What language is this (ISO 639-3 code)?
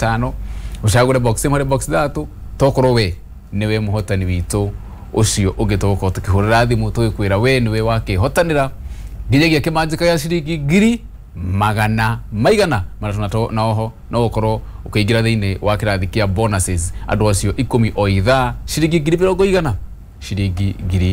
kik